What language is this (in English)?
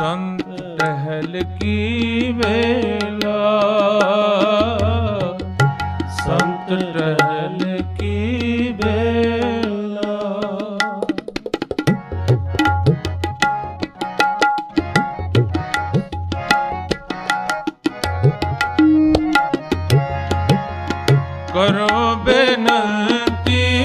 Punjabi